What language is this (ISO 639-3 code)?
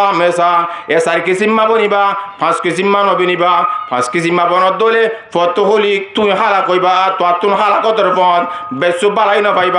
rhg